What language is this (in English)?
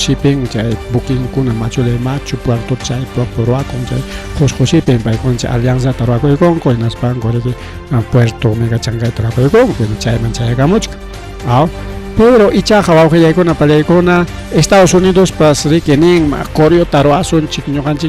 Ayacucho Quechua